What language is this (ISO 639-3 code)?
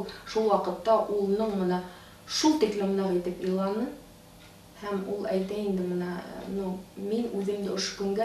bak